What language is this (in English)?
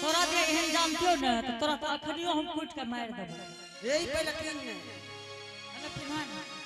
Angika